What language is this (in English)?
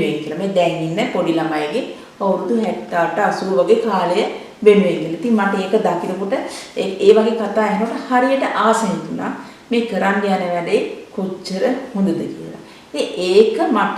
Sinhala